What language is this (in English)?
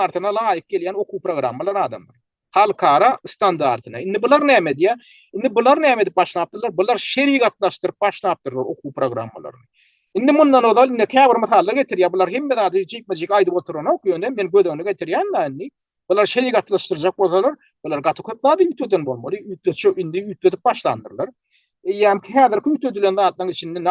Turkmen